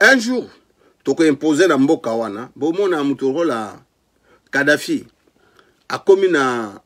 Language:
Lingala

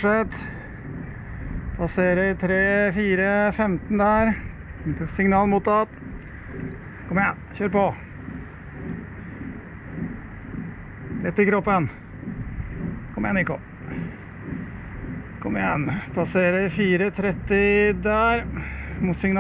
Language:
Norwegian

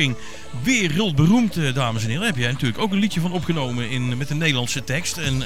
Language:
Dutch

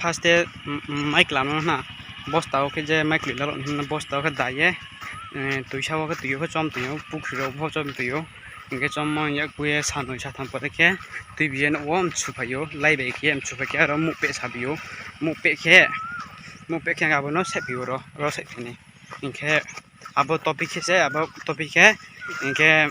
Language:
Riang (India)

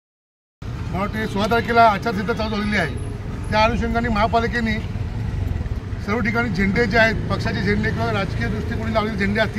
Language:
Marathi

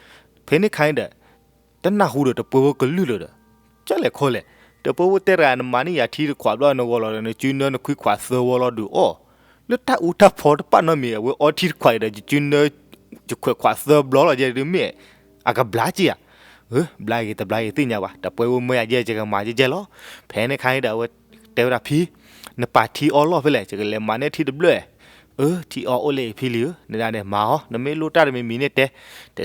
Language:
S'gaw Karen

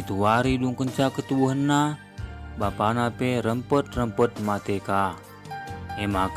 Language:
Batak Karo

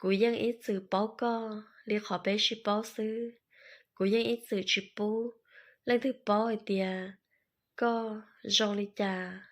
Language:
Hmong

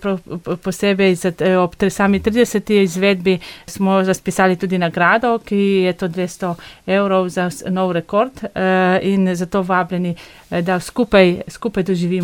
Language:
Slovenian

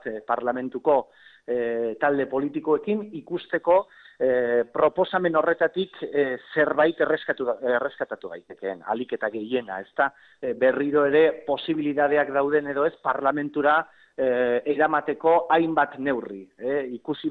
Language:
Basque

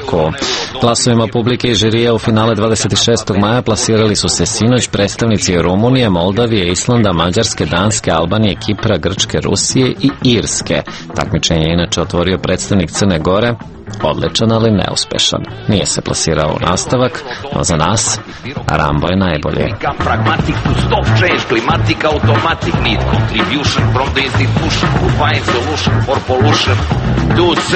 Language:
Serbian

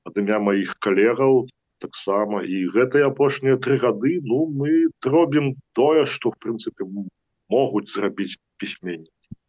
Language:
Belarusian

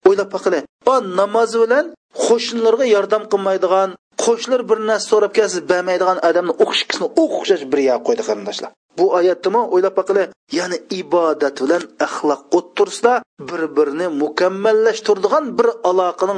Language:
Uyghur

